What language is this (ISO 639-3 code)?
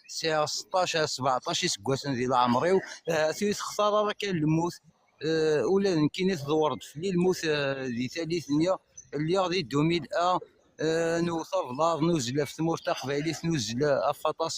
kab